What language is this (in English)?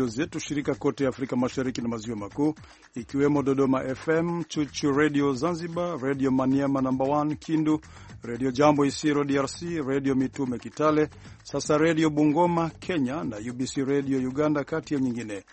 Swahili